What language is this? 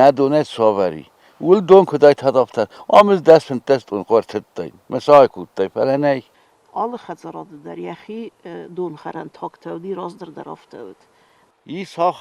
Ossetic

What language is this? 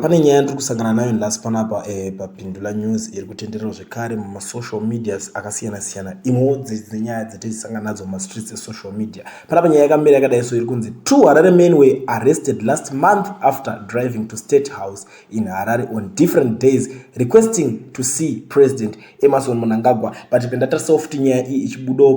Shona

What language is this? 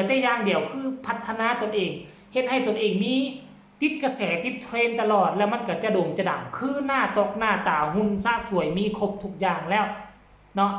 Northeastern Thai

